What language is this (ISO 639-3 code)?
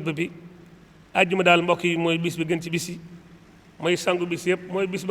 wol